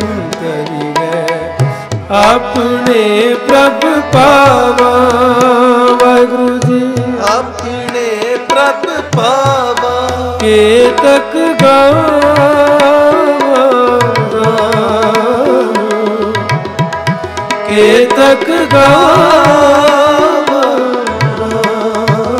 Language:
Punjabi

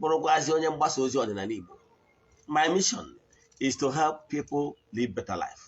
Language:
Igbo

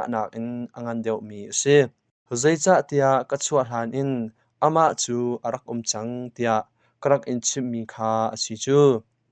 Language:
Hakha Chin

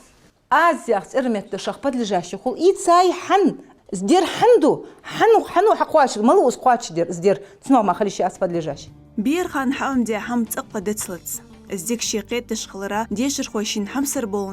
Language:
Ingush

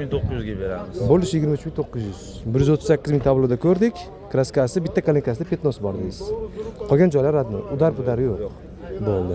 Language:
Uzbek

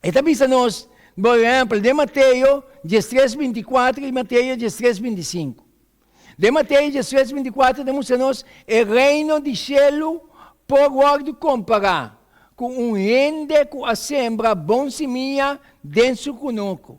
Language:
Papiamento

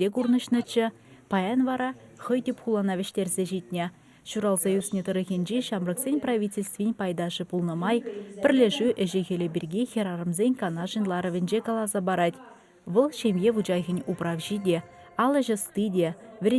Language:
Chuvash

